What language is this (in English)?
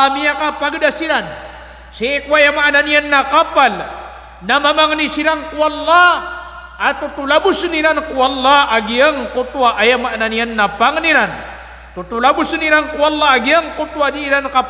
Maranao